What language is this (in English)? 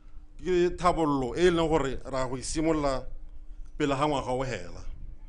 Tswana